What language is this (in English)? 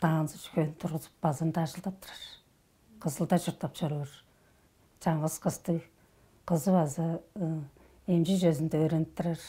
Tuvinian